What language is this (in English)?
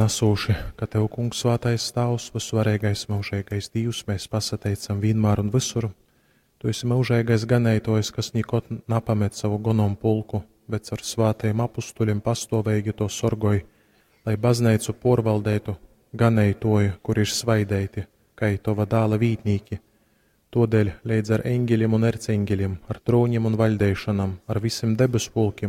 Latgalian